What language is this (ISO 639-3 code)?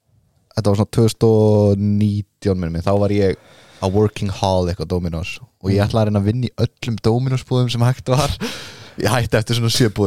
isl